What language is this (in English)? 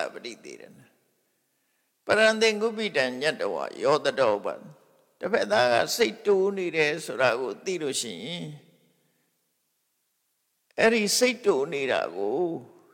Burmese